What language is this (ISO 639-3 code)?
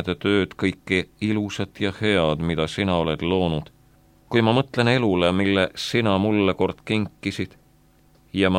est